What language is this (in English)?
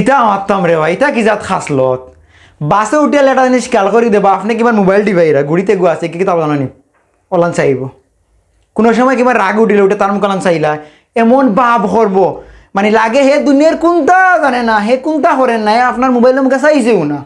Sylheti